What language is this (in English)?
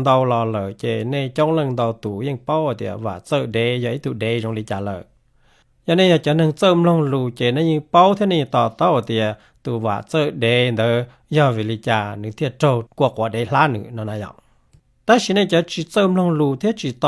Hmong